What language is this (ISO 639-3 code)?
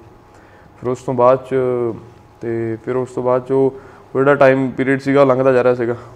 pan